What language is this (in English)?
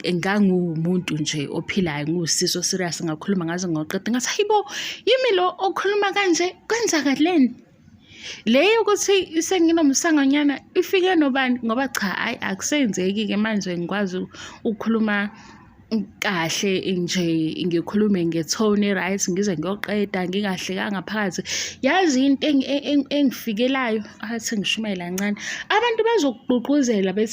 Zulu